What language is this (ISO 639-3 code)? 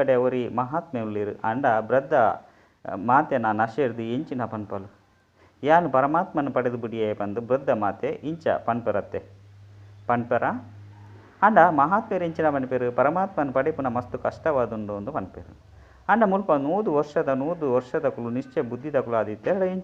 tcy